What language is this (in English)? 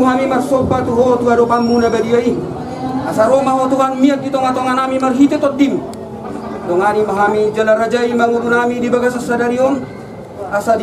Batak Toba